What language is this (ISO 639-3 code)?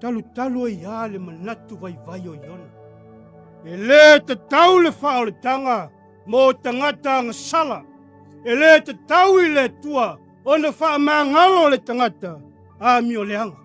smo